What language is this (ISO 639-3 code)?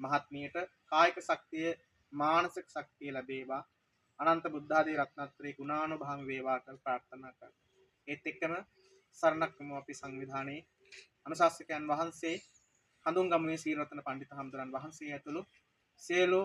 sin